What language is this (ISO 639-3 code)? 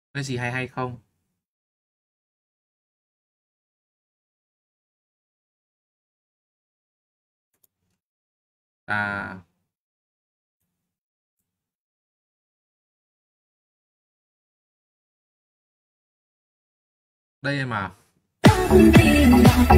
vie